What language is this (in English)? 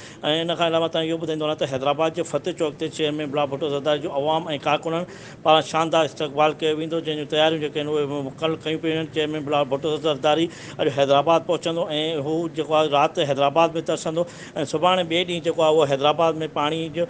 Sindhi